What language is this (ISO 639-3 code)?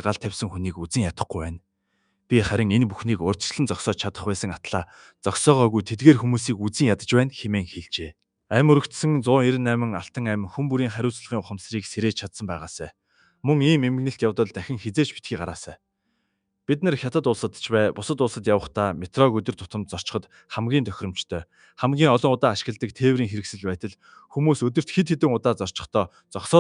mon